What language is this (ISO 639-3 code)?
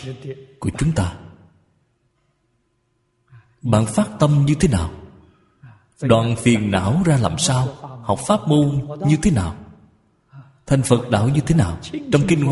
vie